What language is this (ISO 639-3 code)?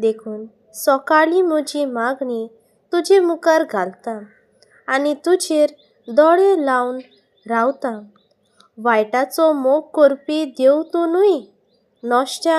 kok